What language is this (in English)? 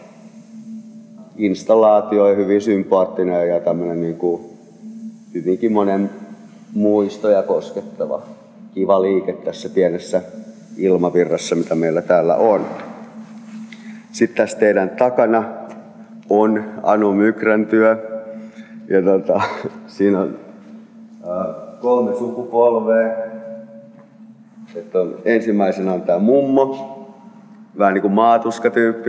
Finnish